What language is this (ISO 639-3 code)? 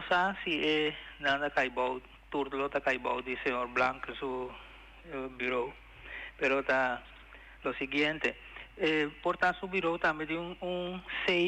pap